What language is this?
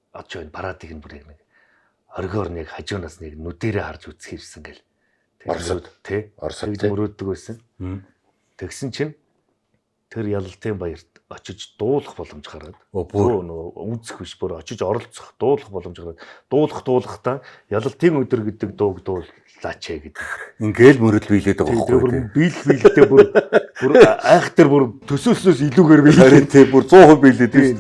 Mongolian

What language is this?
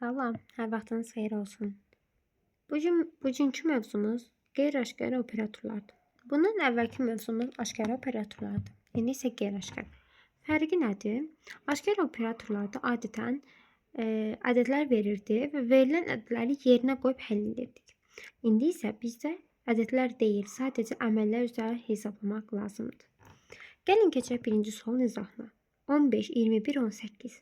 Azerbaijani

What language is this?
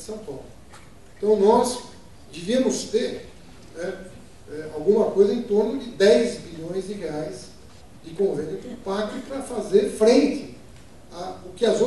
Portuguese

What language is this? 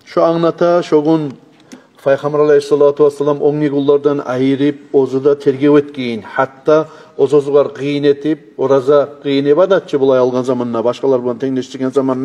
Kumyk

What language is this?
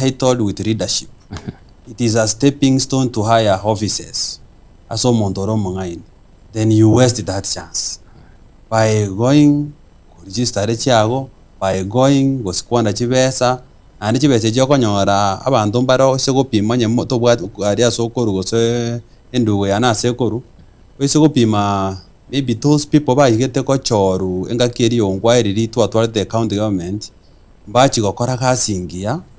Gusii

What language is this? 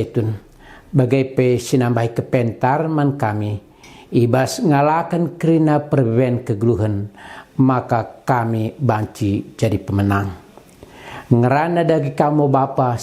Batak Karo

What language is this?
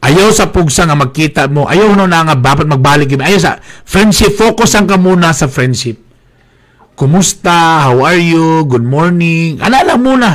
Cebuano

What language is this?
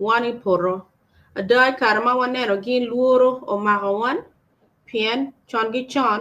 Acoli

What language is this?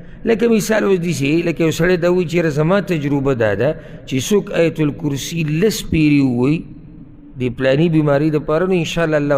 Pashto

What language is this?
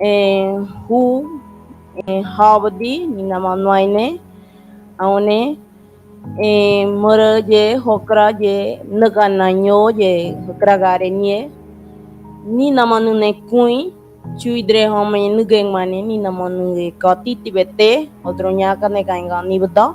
Ngäbere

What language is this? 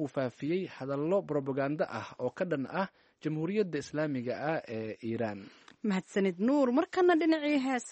Somali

